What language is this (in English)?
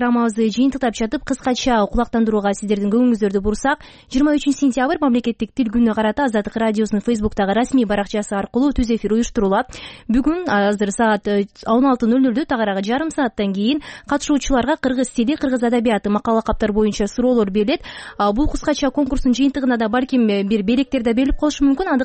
Kyrgyz